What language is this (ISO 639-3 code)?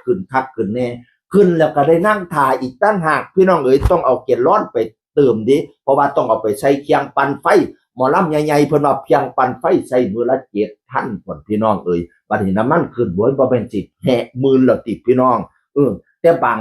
tts